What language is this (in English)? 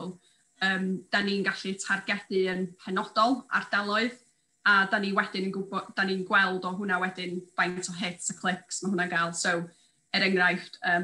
Welsh